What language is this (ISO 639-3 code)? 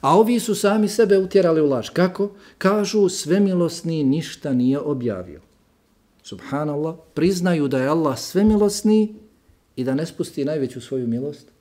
bos